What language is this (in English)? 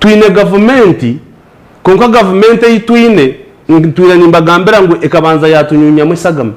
Nyankole